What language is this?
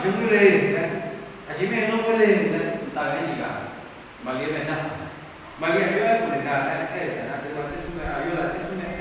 Akha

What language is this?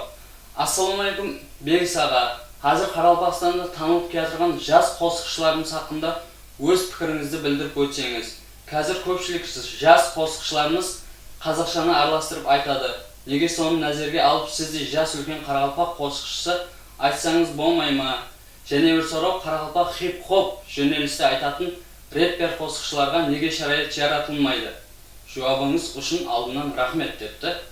Kara-Kalpak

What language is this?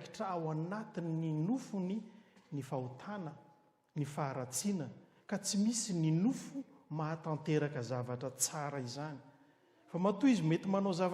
Malagasy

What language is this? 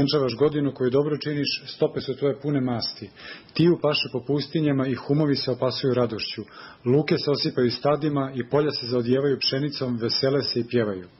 Serbian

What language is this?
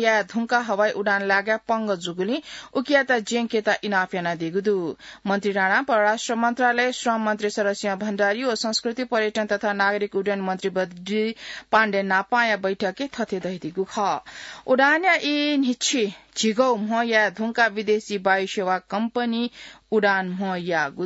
Newari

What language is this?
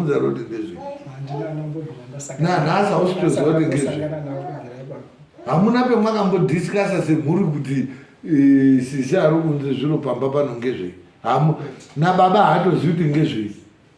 Shona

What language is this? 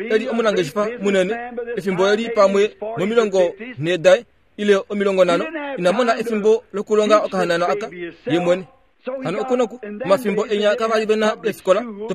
Kuanyama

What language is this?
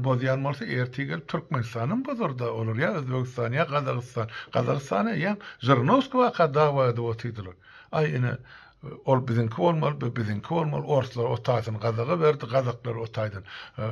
Turkmen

